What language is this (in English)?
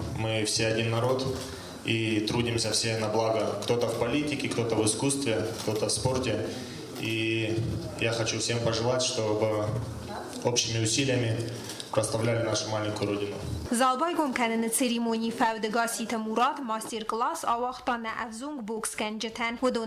Ossetic